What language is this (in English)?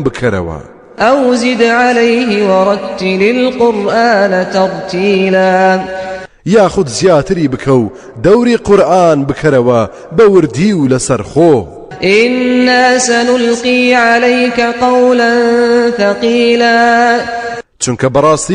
Central Kurdish